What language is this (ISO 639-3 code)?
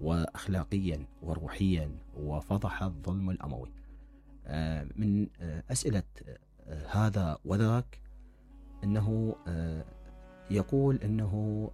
acm